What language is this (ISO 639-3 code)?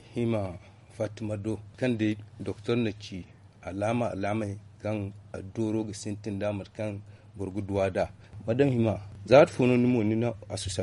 dje